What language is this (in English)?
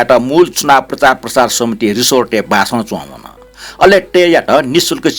Newari